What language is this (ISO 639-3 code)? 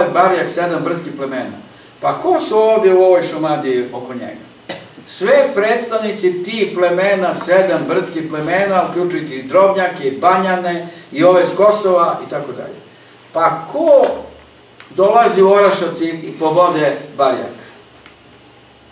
srp